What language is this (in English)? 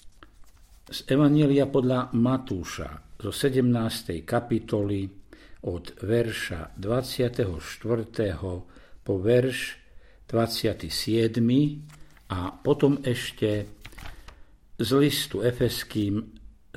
Slovak